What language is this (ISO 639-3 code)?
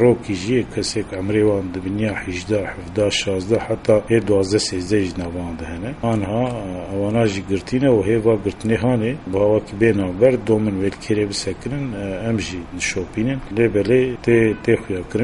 kur